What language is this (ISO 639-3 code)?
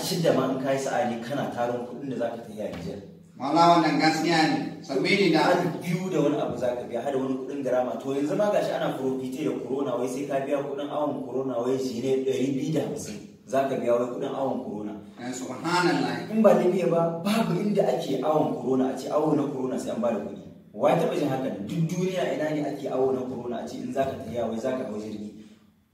hau